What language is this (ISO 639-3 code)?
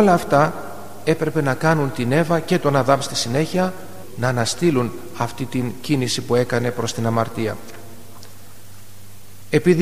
ell